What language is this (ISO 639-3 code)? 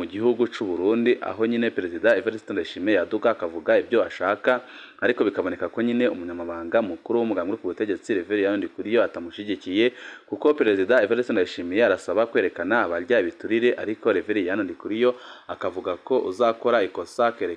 run